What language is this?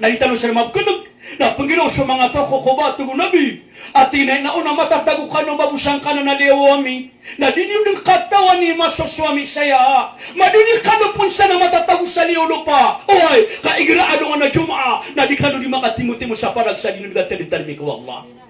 Maranao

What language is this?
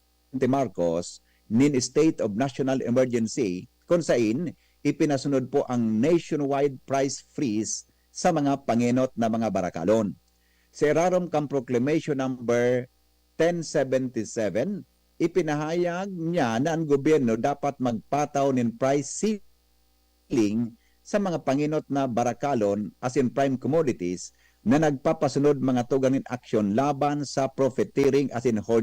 Bikol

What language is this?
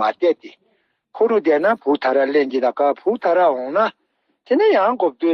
Tibetan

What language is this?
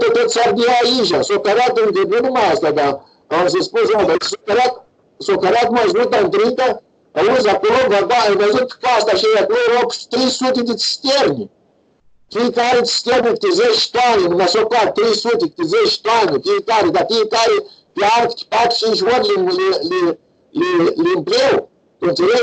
Romanian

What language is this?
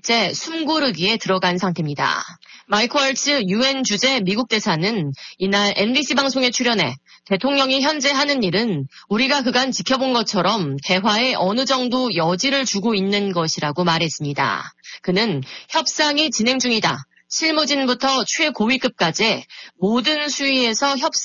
Korean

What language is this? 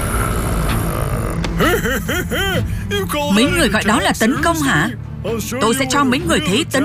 Vietnamese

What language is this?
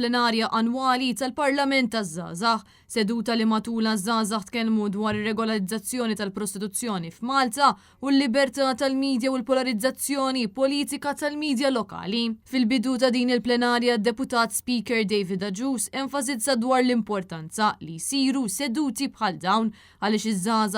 Maltese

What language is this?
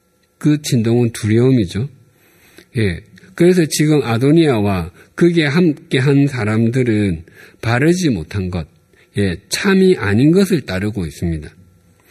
Korean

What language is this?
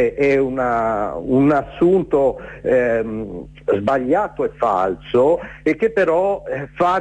Italian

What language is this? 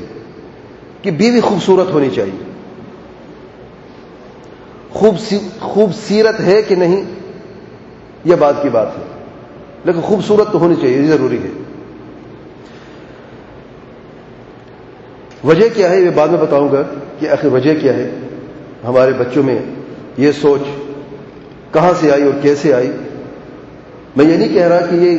Urdu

